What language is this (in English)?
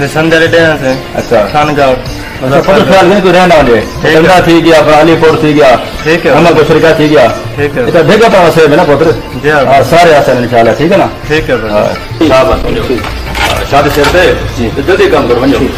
Saraiki